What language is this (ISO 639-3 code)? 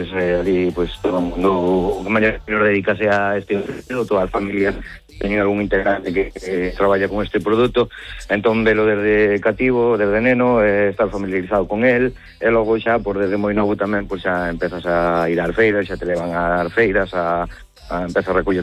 glg